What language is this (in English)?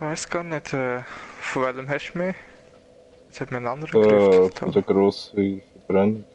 Swiss German